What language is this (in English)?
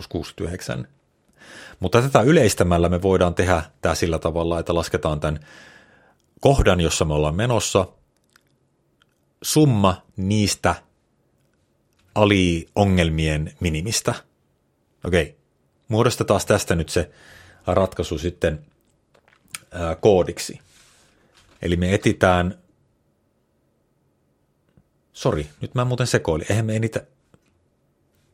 Finnish